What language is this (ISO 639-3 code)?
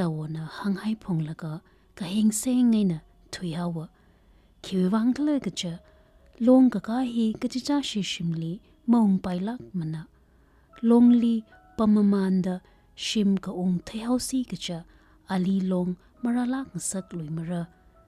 nmf